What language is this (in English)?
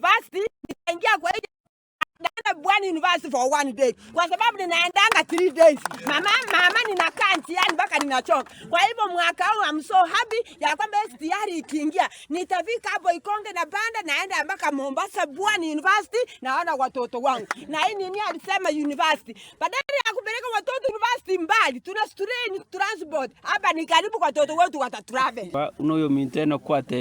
Gusii